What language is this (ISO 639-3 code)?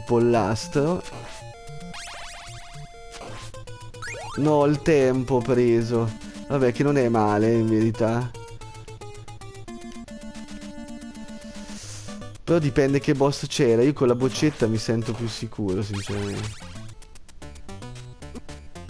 ita